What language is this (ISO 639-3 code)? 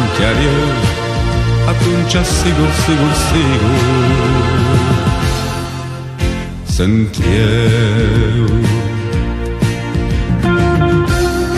ron